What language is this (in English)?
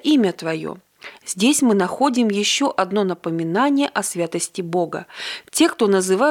Russian